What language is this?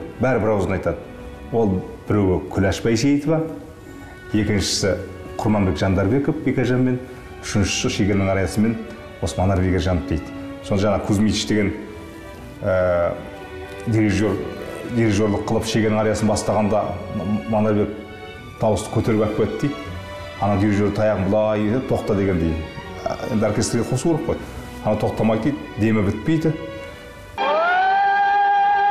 Kazakh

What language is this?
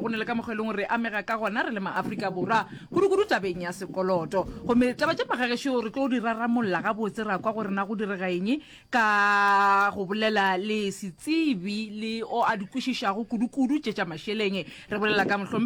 Northern Sotho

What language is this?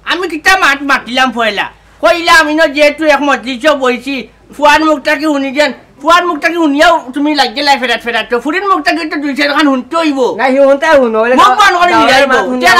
Sylheti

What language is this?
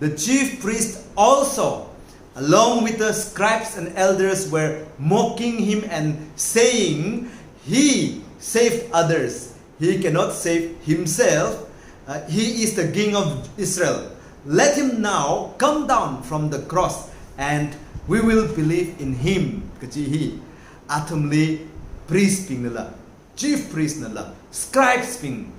Tangkhul Naga (India)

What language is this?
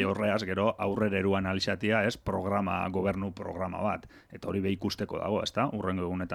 Basque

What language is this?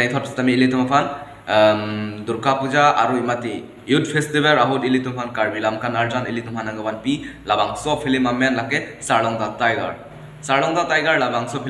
Karbi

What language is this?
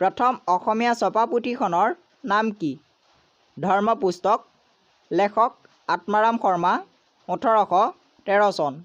Assamese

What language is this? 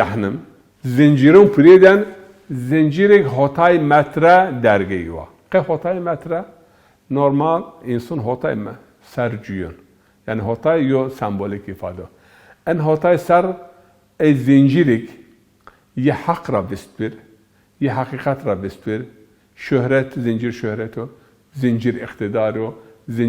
Zaza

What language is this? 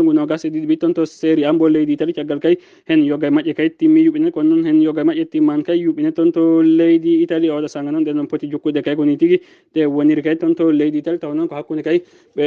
Fula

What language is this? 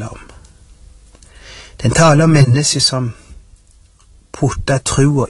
Norwegian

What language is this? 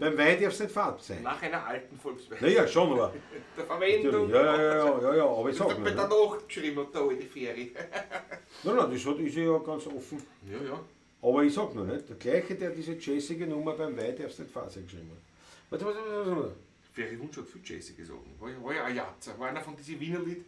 Bavarian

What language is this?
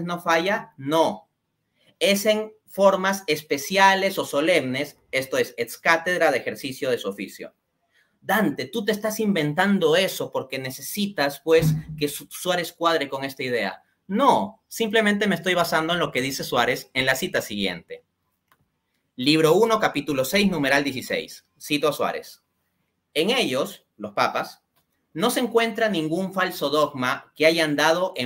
Spanish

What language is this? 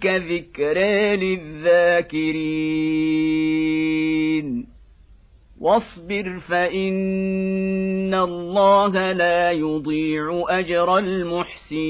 Arabic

